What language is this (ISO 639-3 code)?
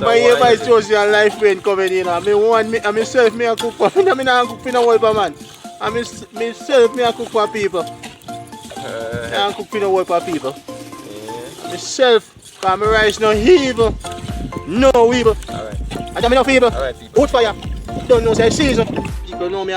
jam